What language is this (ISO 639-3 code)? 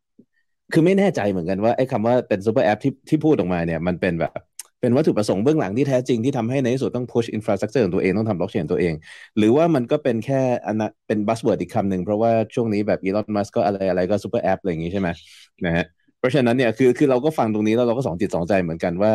tha